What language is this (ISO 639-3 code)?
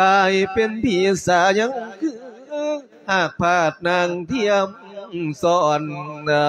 lao